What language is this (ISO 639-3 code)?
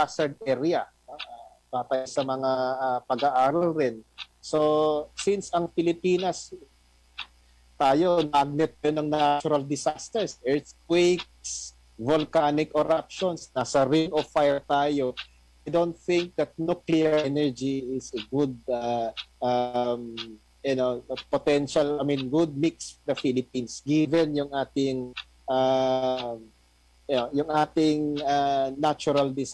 fil